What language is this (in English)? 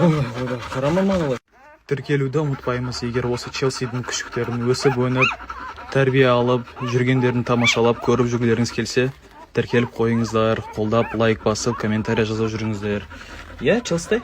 Kazakh